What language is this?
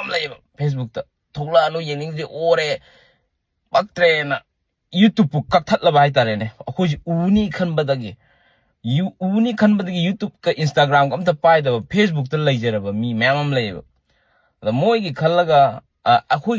Manipuri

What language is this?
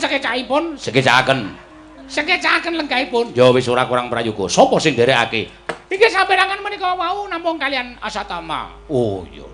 Javanese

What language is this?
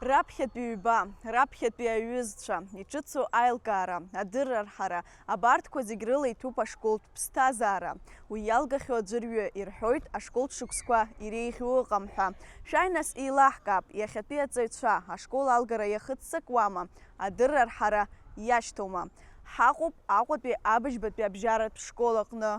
Abkhazian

